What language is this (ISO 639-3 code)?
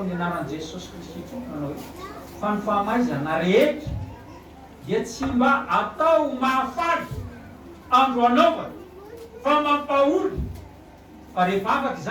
mlg